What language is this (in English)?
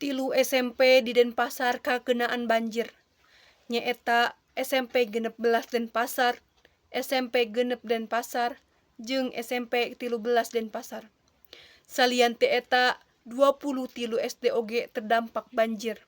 Sundanese